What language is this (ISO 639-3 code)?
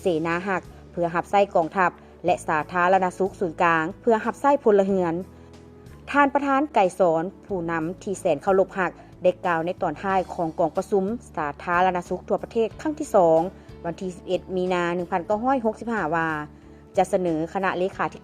lao